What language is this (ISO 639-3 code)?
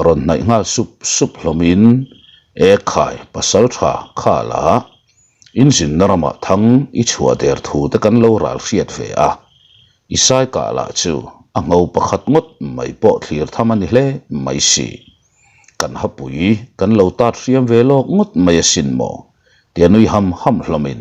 lus